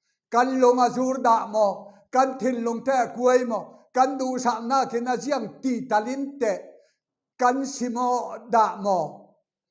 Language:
Falam Chin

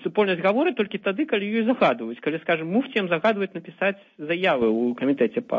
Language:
Belarusian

